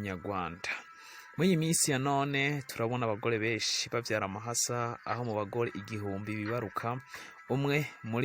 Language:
Rundi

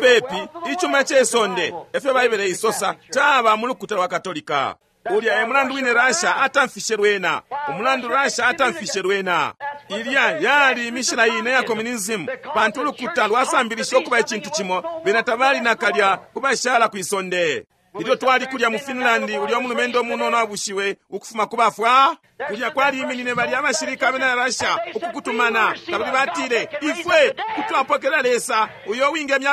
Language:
Bemba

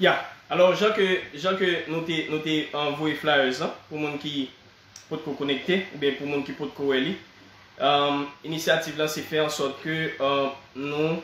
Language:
Haitian Creole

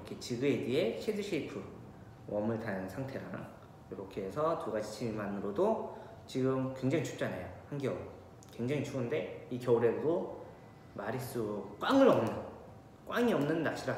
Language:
Korean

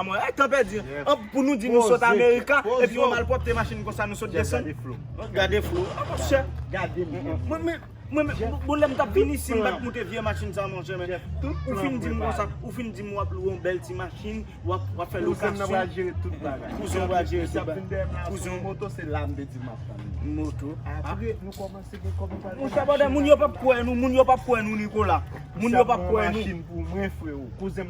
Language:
Haitian Creole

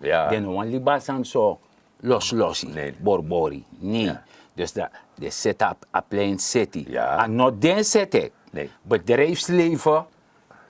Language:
Sranan Tongo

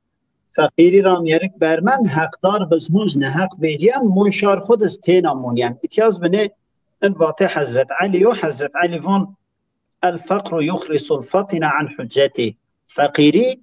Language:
Zaza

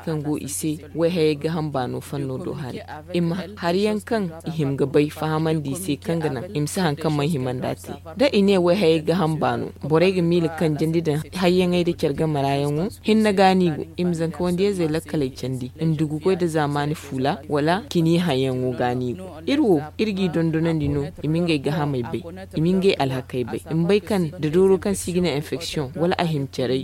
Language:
Zarma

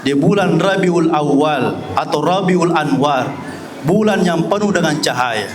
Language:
Buginese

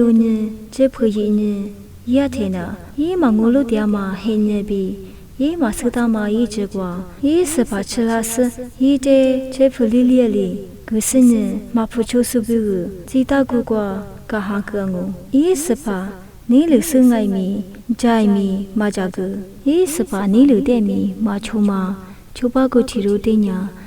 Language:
Lisu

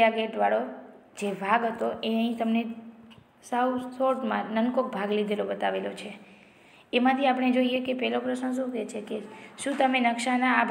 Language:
Gujarati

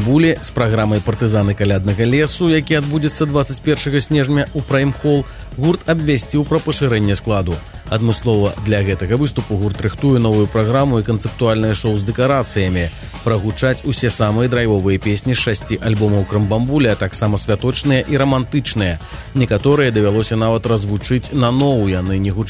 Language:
Belarusian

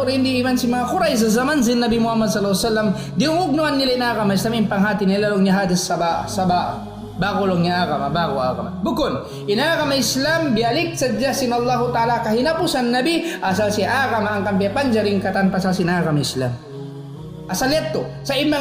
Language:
Tausug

